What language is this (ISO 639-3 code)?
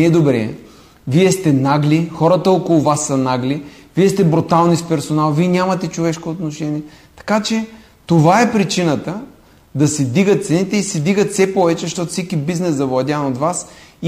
bul